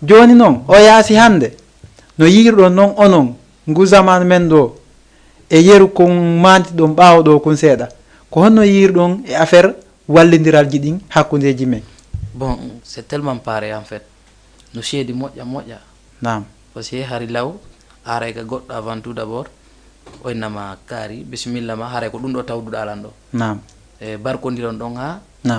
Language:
Fula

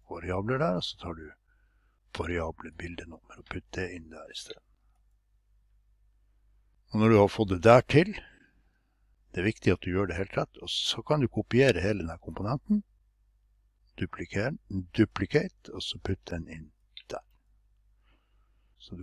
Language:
Norwegian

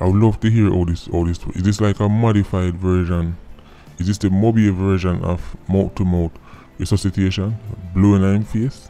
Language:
Jamaican Creole English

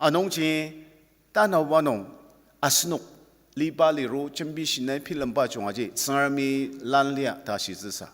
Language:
Ao Naga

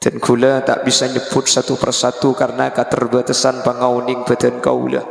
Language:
Madurese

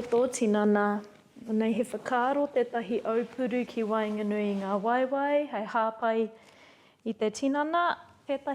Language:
Māori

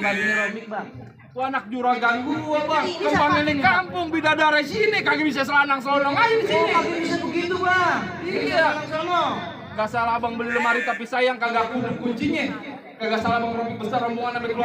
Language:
Betawi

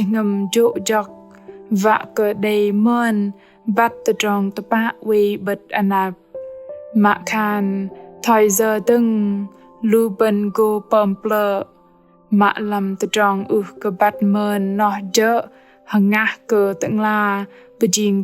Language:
Bahnar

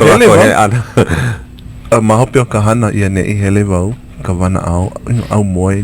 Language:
Hawaiian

